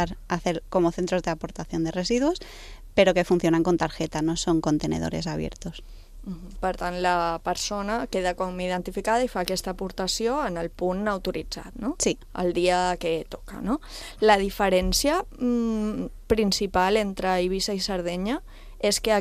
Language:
Catalan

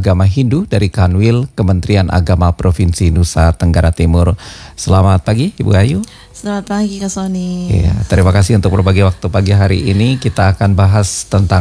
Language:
Indonesian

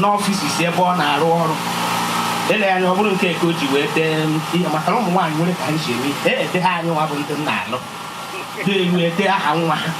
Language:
Igbo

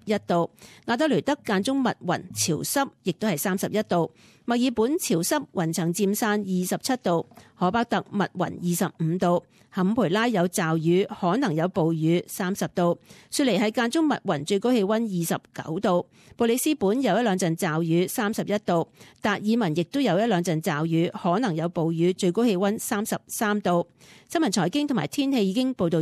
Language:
Cantonese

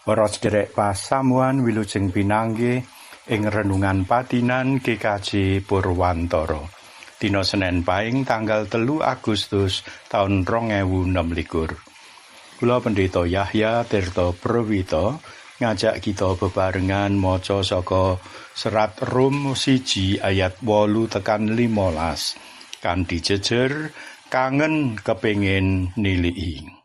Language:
Javanese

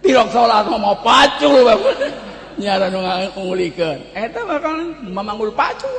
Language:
Sundanese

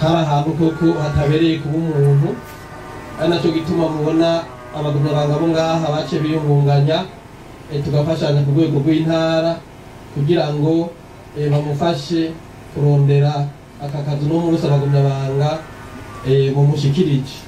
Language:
Rundi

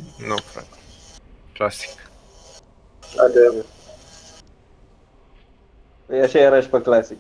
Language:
Romanian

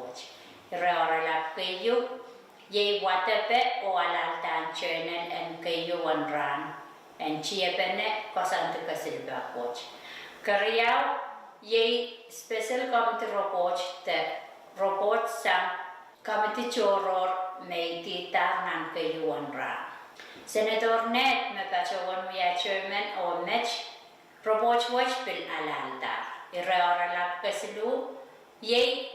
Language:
Pohnpeian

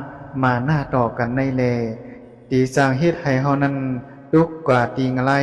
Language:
Lao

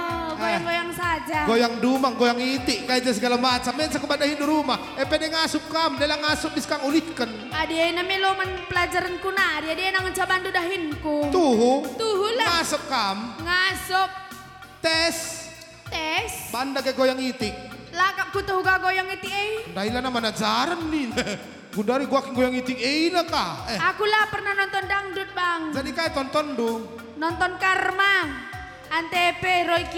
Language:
Batak Karo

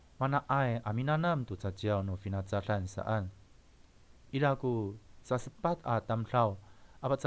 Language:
Amis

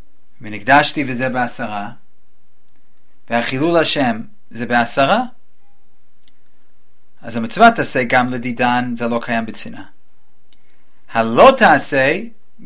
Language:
Hebrew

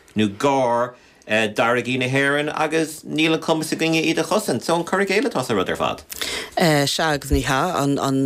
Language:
Irish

